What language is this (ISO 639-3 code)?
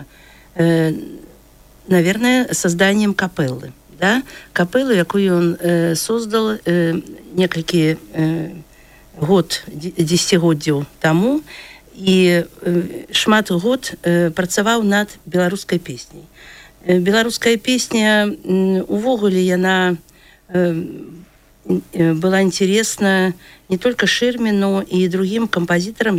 bel